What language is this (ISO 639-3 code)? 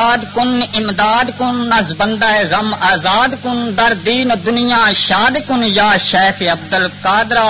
lah